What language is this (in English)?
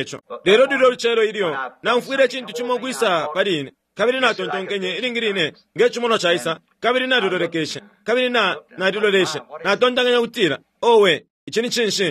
Bemba